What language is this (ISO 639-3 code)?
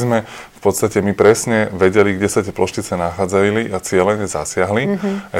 slk